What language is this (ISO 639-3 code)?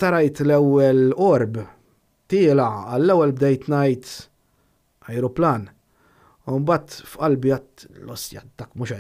mlt